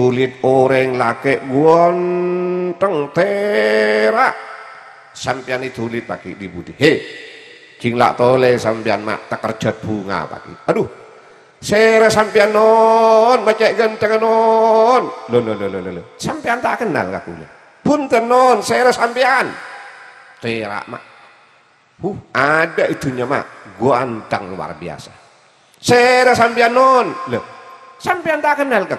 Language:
Madurese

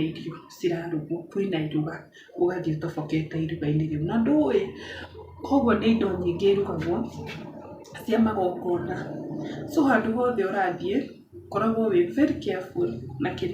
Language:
Kikuyu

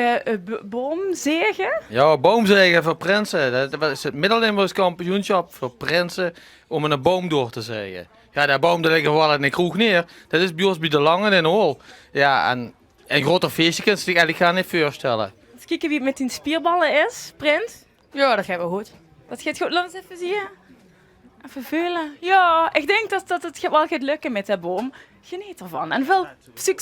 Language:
Limburgish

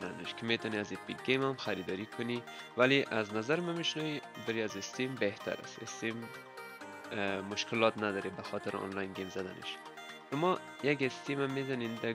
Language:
Persian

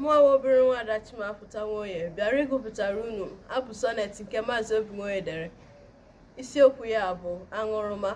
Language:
Igbo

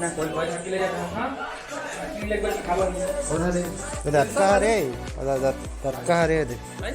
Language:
Chhattisgarhi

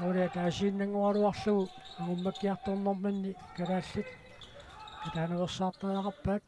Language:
Kalaallisut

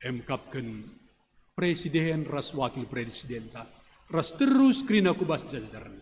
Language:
Batak Karo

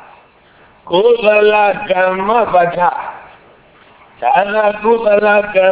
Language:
Burmese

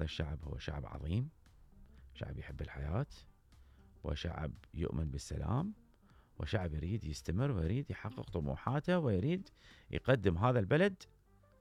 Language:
Mesopotamian Arabic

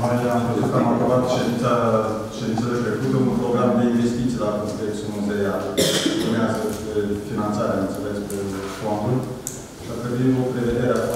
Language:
Romanian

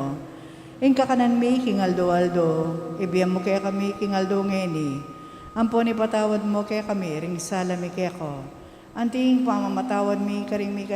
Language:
Pampanga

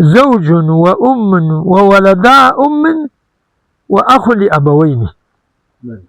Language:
Kurdish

